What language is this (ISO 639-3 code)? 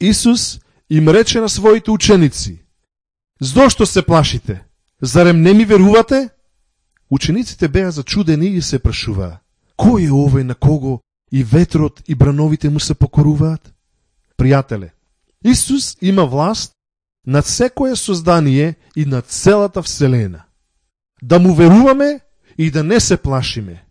mkd